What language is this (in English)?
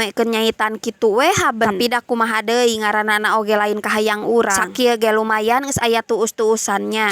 Sundanese